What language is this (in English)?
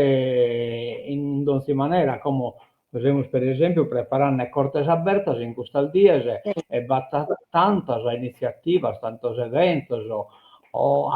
Sardinian